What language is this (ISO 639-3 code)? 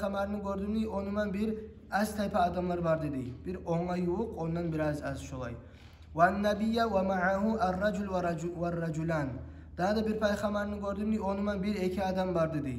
kum